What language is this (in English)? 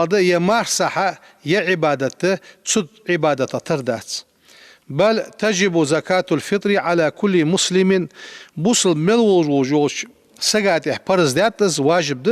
Ingush